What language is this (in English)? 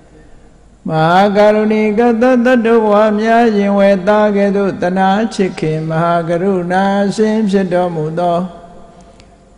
Burmese